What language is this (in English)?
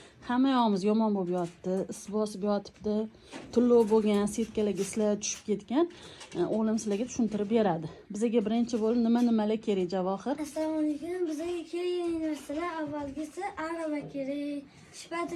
Uzbek